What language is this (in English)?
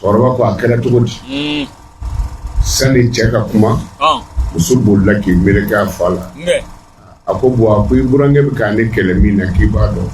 Bambara